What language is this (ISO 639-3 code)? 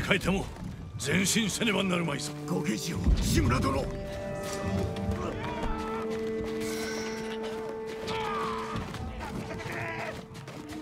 jpn